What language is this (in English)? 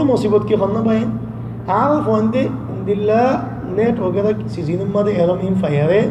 Rohingya